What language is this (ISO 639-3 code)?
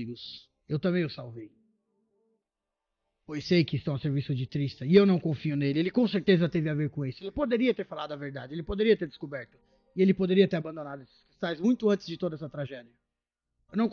por